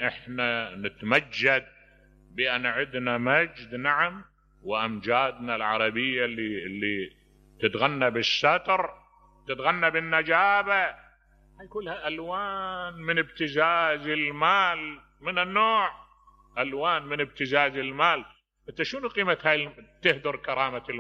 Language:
Mesopotamian Arabic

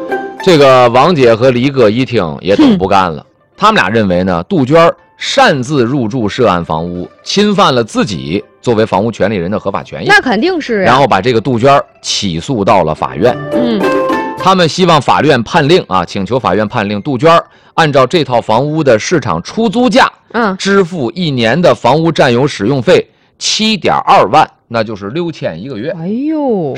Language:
Chinese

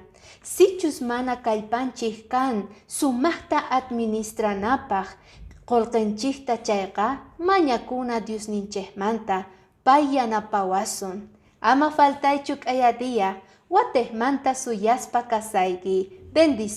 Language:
Quechua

